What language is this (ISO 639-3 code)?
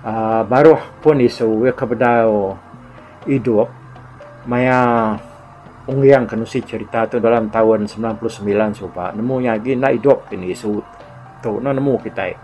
iba